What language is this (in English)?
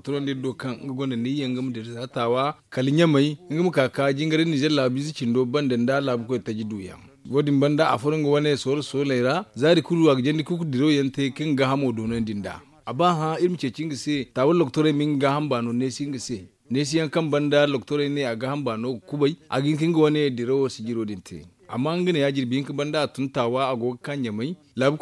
Zarma